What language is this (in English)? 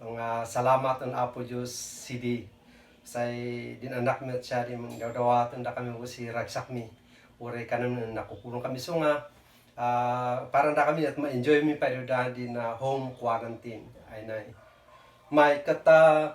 Kankanaey